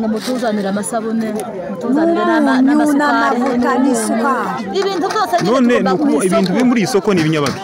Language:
Rundi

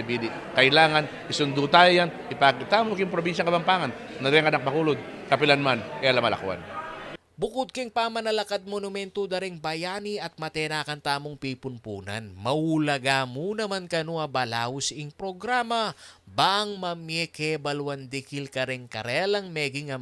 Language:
Pampanga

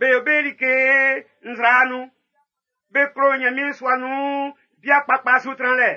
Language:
Baoulé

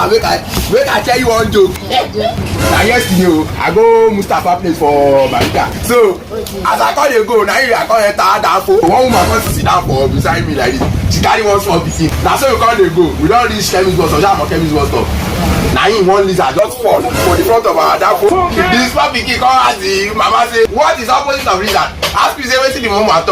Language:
Nigerian Pidgin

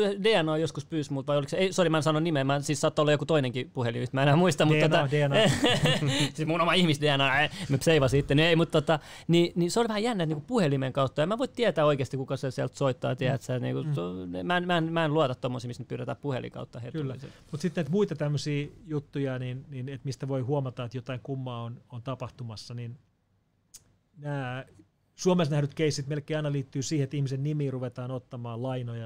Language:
Finnish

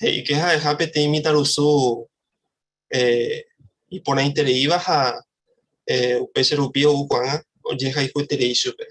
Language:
Guarani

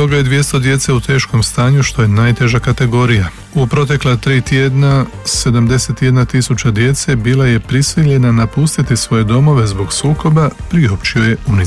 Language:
Croatian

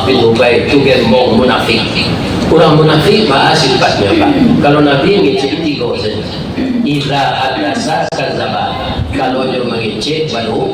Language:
Minangkabau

